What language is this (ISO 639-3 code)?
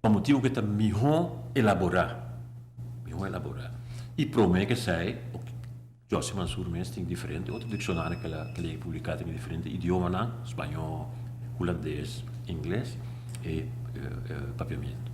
pap